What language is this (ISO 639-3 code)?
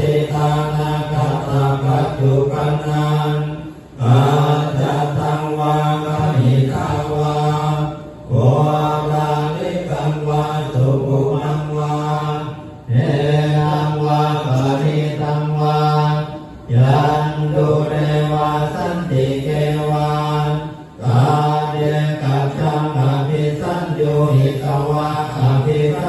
pli